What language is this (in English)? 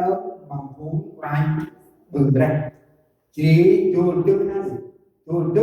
Central Mnong